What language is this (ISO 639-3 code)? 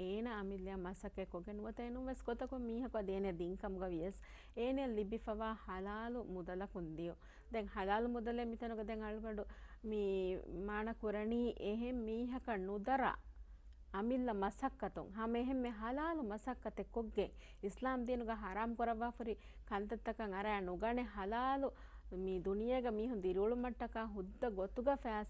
div